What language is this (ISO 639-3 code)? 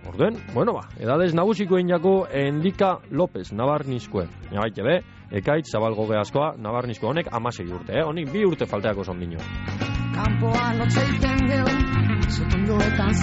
eus